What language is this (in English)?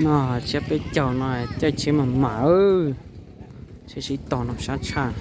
Hmong